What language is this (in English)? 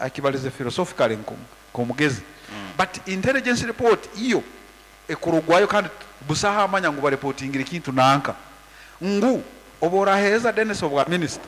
Nyankole